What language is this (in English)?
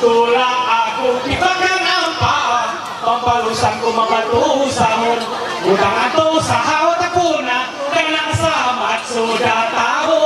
Ma'anyan